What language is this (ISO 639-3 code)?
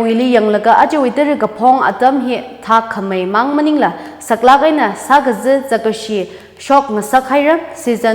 nmf